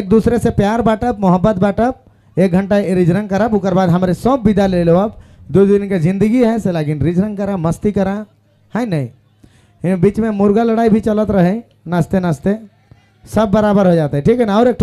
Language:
Sadri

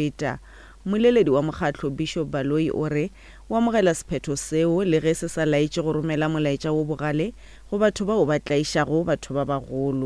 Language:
Northern Sotho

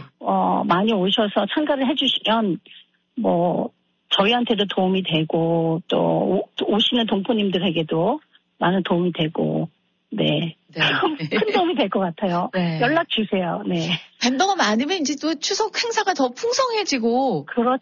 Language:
Korean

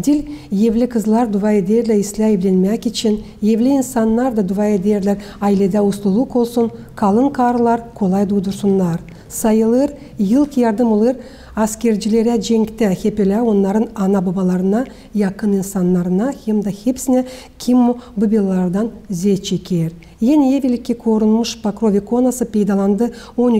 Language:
Gagauz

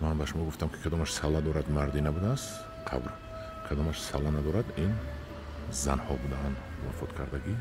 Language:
Tajik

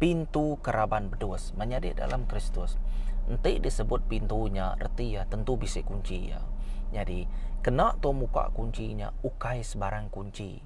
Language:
Iban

